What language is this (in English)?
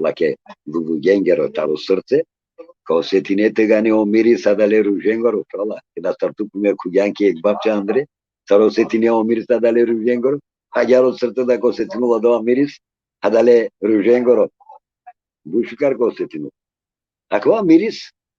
Balkan Romani